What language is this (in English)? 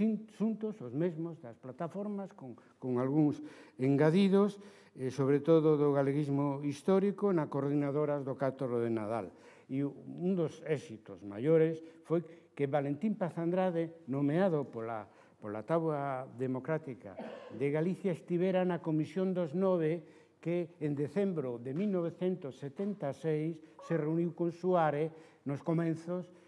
Galician